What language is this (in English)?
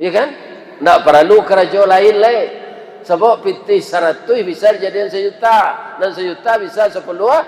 Minangkabau